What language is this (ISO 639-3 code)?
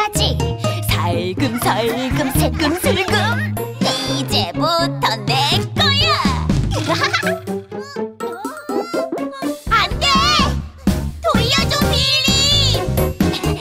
kor